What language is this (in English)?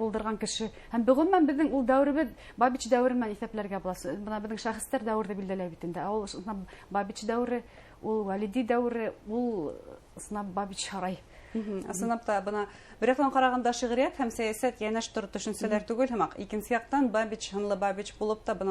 Bashkir